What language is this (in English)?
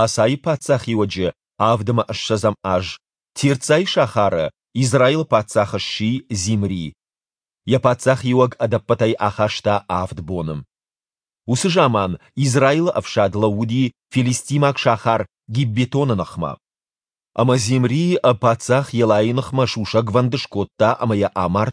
Ossetic